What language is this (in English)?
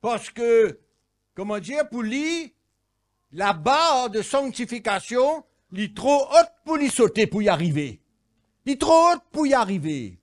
Morisyen